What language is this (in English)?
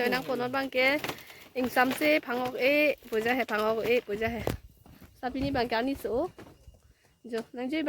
Karbi